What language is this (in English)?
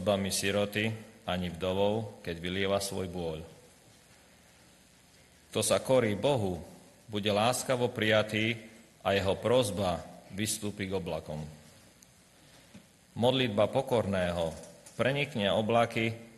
Slovak